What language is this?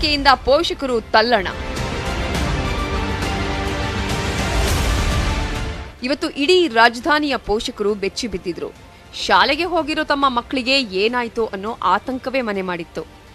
Kannada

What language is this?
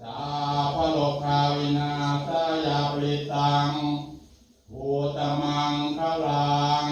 Pali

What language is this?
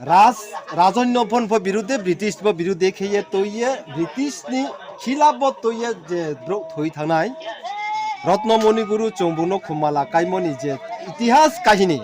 Riang (India)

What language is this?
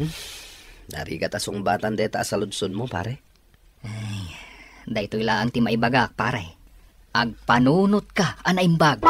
Iloko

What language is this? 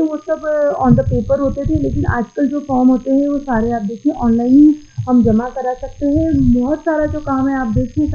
Hindi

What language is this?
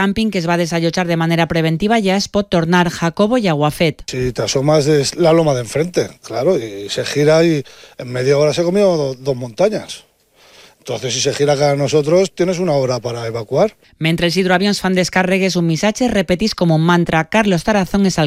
Catalan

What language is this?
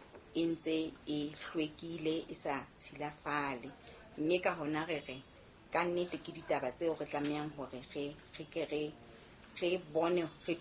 Southern Sotho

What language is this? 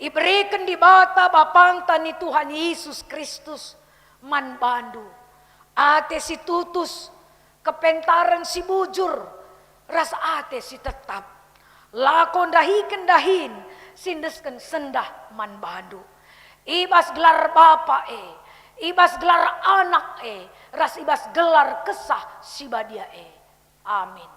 Batak Karo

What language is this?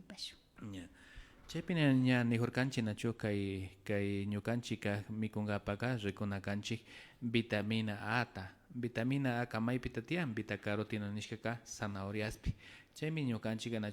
Imbabura Highland Quichua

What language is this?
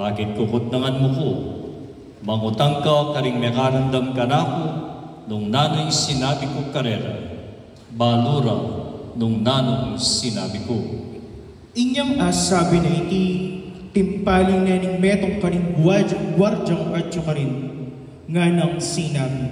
Pampanga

